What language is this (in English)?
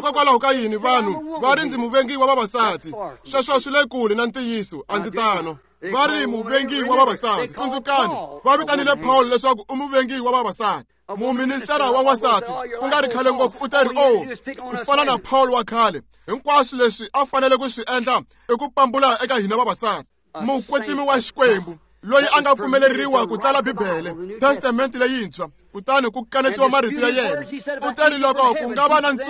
Tsonga